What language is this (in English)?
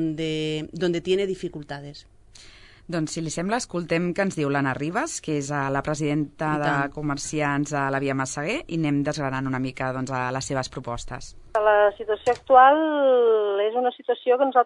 Catalan